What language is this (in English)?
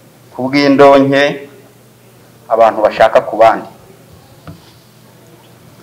Kinyarwanda